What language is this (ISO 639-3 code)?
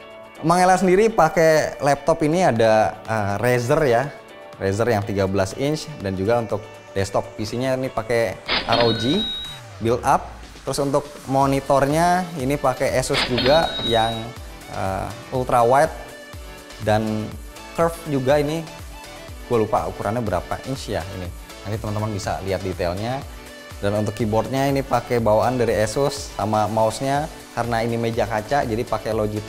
ind